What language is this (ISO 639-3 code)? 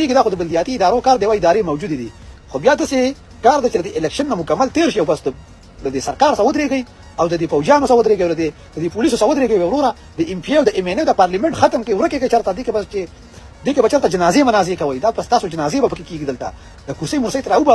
pus